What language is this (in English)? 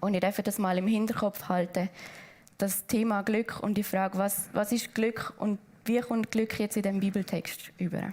Swiss German